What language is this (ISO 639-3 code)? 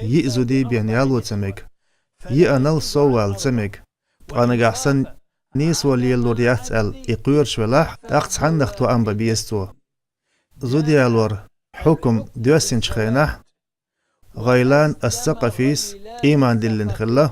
che